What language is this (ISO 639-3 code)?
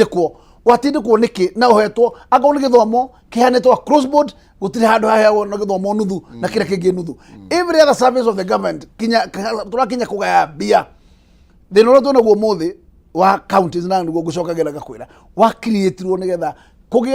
kik